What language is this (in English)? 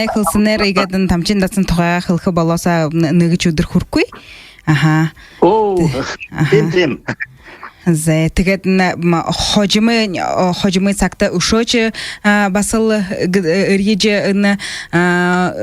Buriat